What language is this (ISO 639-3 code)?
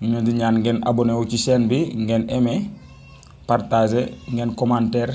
wol